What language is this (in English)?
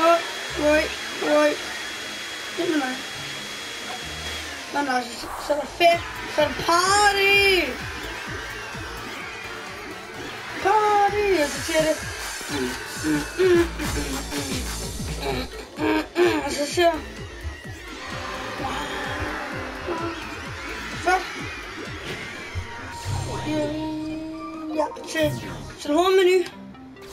Danish